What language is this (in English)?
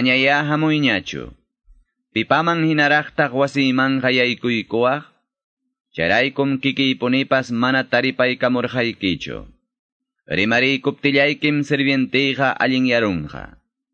Quechua